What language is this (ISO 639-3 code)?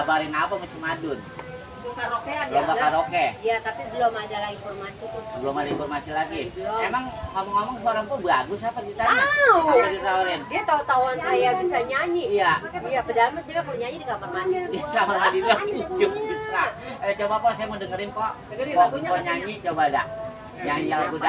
bew